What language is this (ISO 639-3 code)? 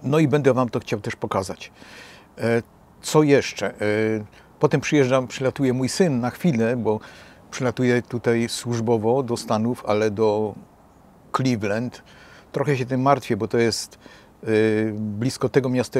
pol